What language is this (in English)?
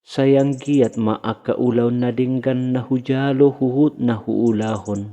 Batak Toba